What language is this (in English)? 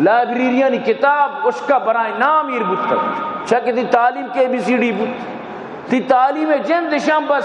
Baluchi